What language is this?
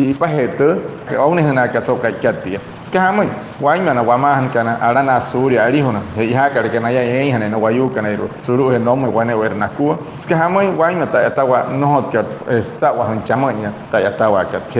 Wayuu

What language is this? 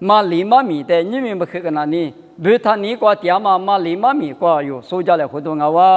Lisu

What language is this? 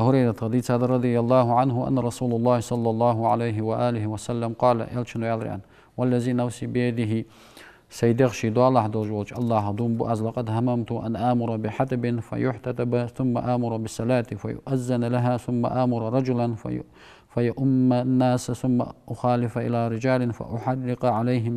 Ingush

